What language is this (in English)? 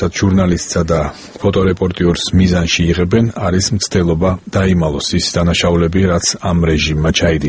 Georgian